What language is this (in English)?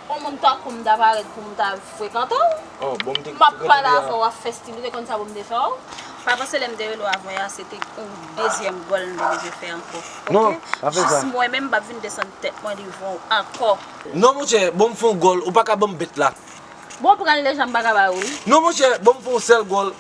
Haitian Creole